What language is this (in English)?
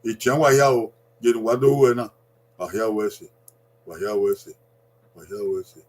Bini